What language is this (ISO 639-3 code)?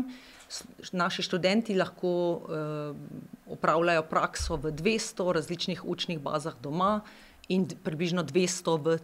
slv